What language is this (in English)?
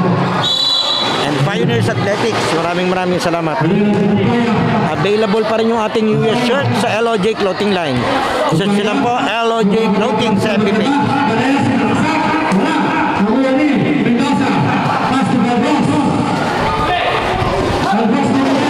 Filipino